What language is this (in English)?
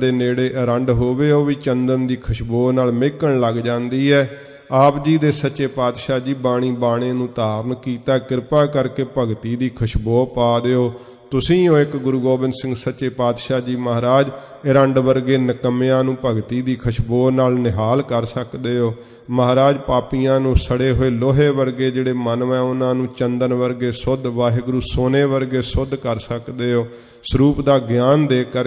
Punjabi